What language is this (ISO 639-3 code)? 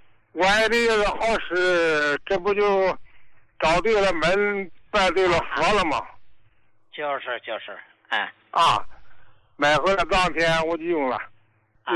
zho